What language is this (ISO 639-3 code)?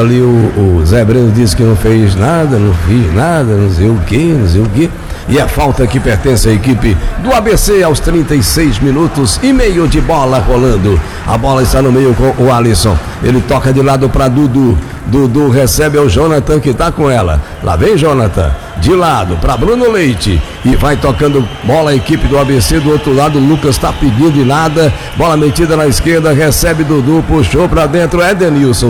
por